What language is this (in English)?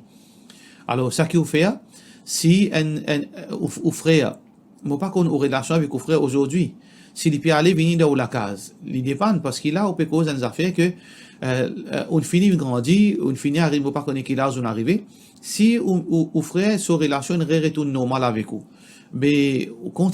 Morisyen